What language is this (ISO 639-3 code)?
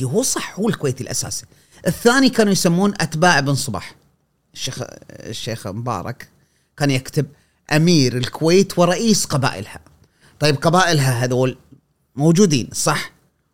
afb